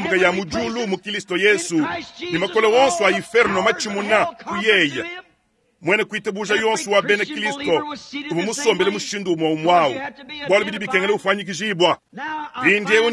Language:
Luba-Lulua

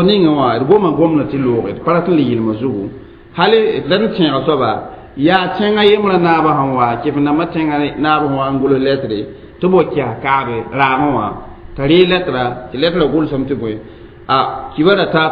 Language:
Mossi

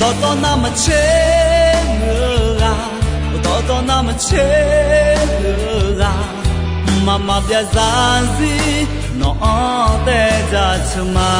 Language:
Akha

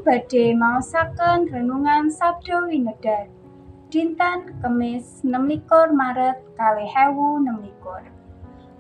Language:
Javanese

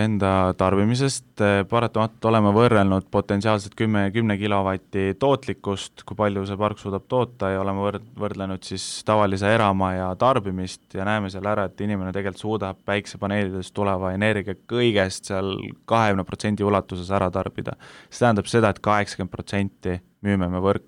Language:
Estonian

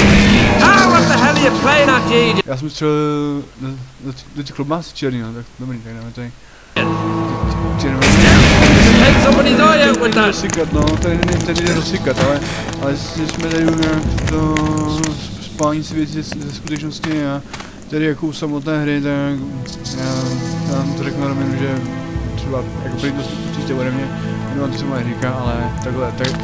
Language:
Czech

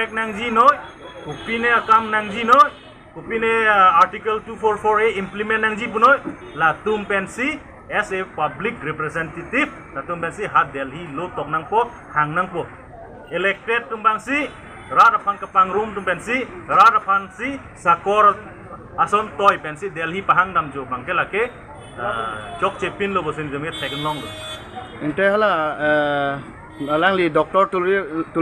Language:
Karbi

